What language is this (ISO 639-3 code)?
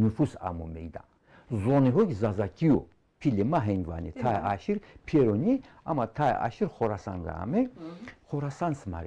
zza